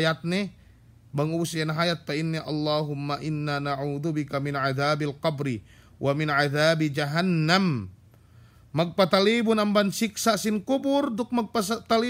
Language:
Yakan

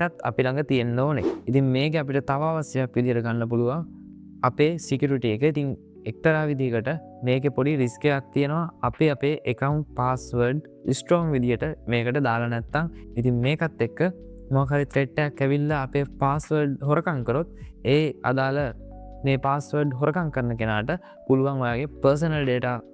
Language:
Sinhala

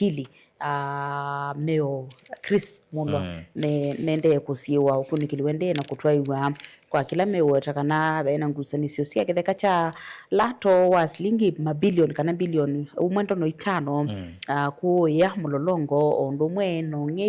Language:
Kamba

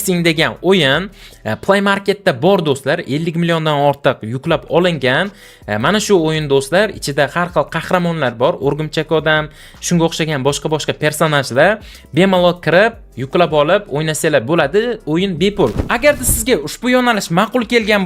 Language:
Uzbek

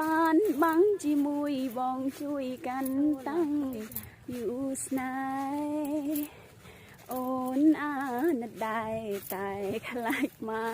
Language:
Khmer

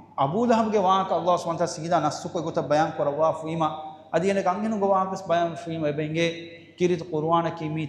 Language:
Divehi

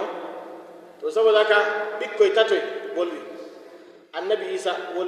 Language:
Fula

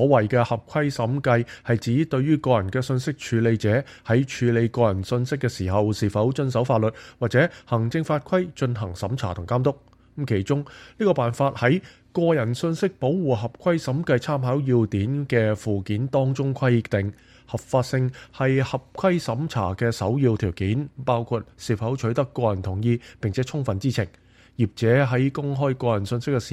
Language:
Cantonese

